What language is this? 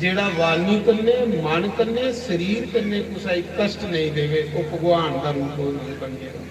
Dogri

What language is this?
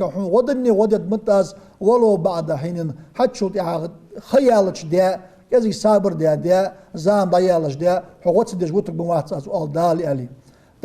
Ingush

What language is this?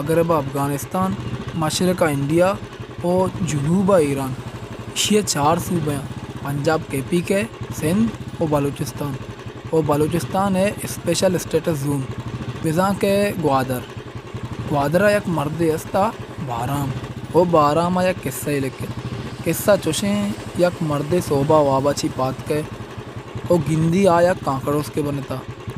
Baluchi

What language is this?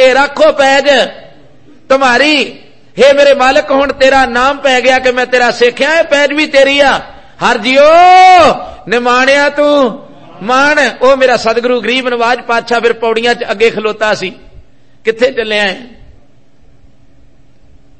Punjabi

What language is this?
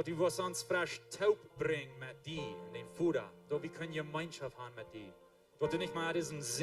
Plautdietsch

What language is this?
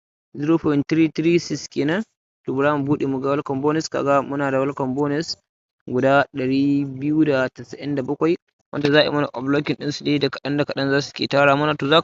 Hausa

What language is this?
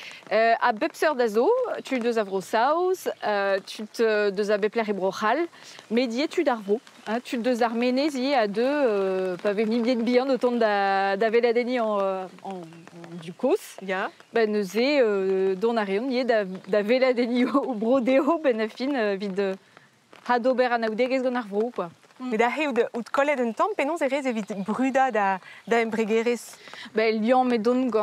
Breton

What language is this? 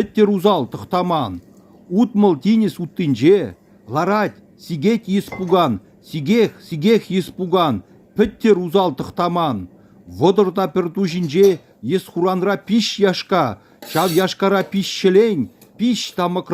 Chuvash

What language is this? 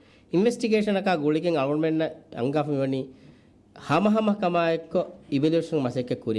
Divehi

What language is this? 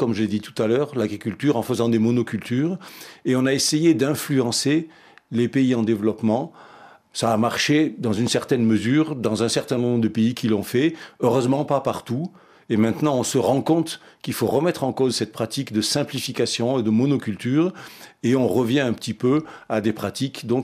French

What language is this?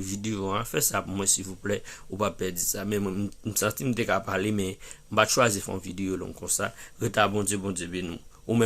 Haitian Creole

